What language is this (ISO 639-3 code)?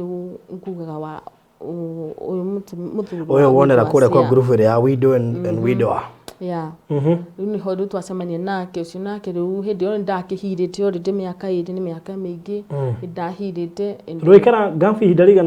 kik